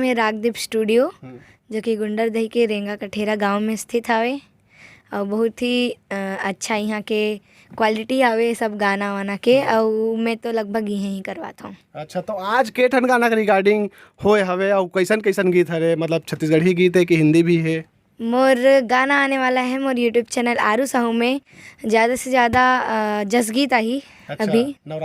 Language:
Chhattisgarhi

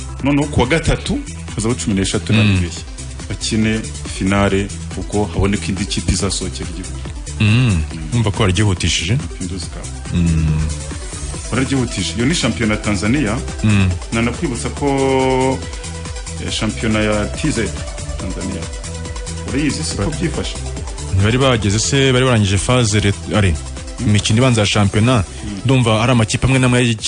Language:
Kinyarwanda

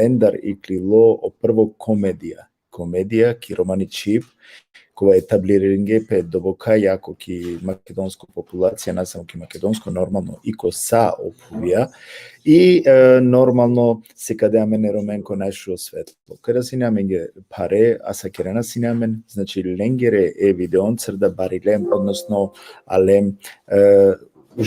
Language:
Balkan Romani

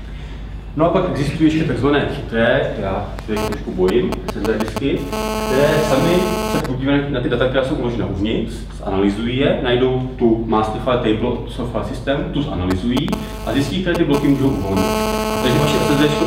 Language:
Czech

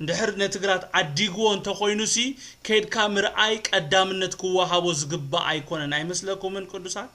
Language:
Tigrinya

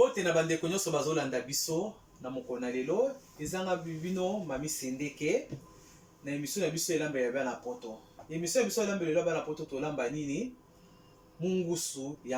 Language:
Lingala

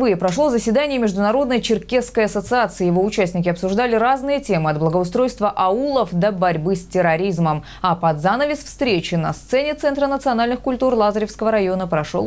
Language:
Russian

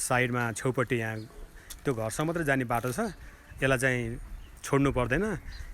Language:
Nepali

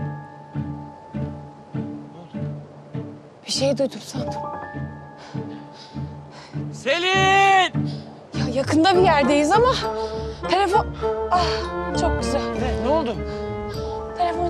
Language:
Turkish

